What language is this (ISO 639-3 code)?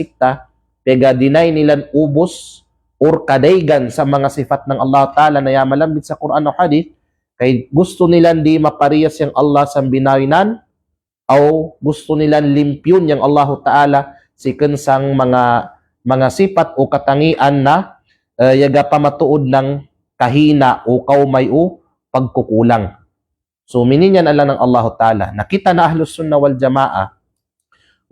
kqe